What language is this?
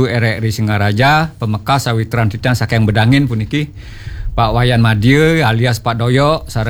Balinese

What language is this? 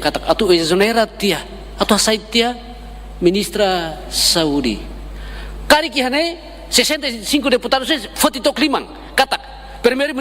Tetum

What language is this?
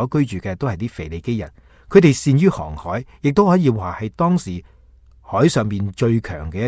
Cantonese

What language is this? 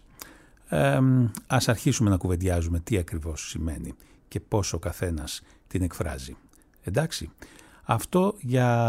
Greek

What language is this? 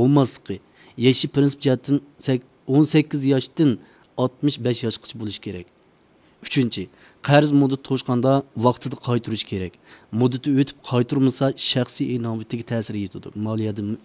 Uyghur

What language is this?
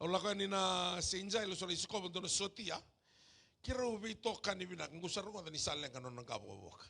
Fijian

